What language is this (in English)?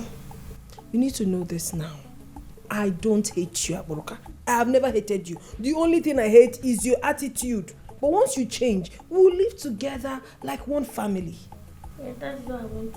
Nigerian Pidgin